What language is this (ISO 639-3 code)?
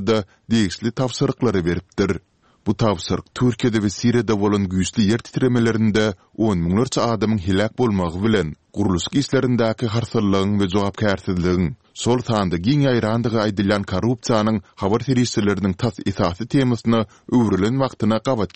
tuk